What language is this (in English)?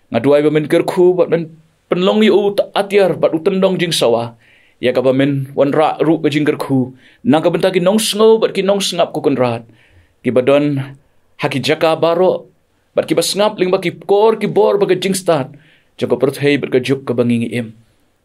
Khasi